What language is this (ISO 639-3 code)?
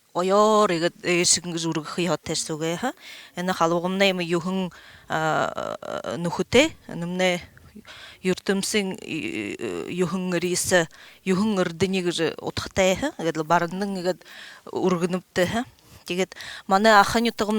bua